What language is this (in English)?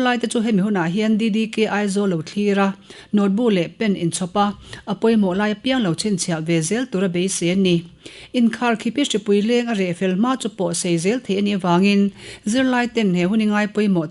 Mizo